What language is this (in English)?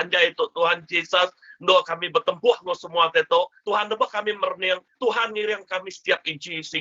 Iban